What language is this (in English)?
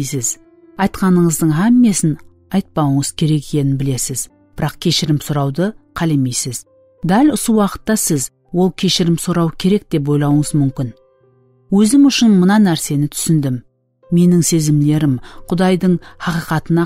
Kara-Kalpak